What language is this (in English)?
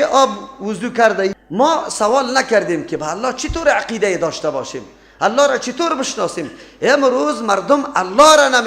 Persian